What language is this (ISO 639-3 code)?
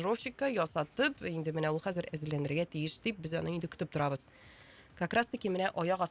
tat